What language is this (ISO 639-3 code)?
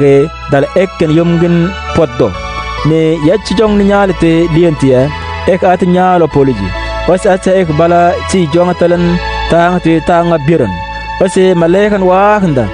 mfz